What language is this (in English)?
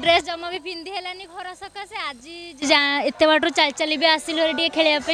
Odia